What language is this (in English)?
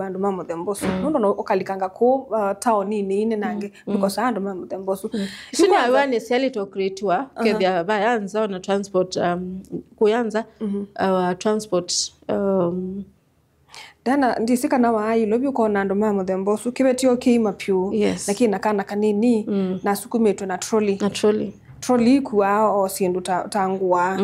Kamba